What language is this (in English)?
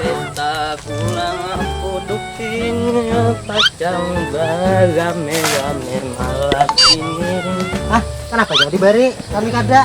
Banjar